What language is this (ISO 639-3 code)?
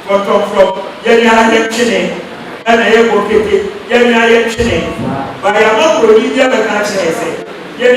aka